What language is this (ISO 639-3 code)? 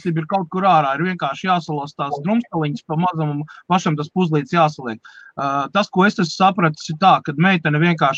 lav